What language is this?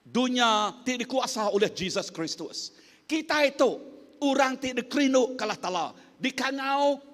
Iban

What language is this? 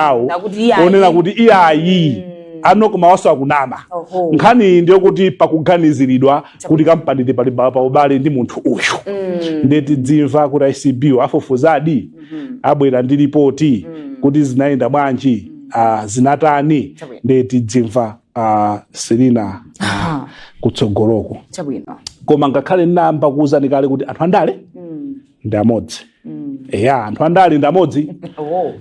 Nyanja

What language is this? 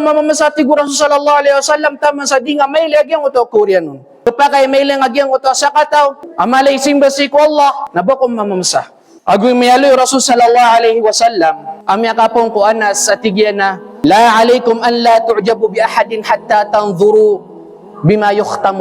Maranao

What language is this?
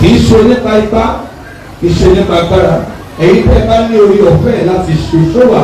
Yoruba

